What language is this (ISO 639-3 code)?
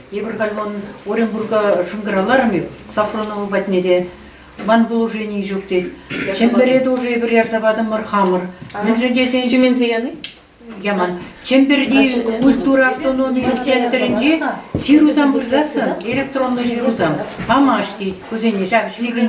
chv